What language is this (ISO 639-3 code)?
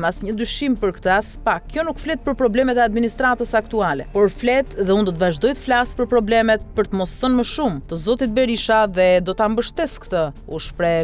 sqi